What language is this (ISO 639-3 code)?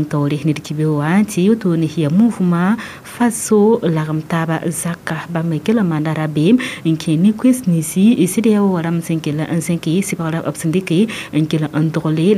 mos